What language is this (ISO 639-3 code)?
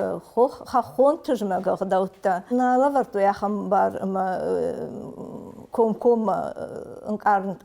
oss